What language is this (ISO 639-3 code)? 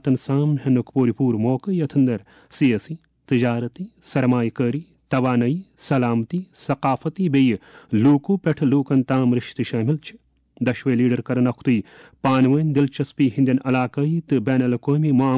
kas